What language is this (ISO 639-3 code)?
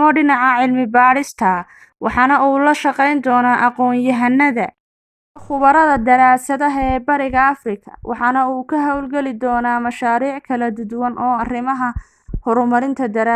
som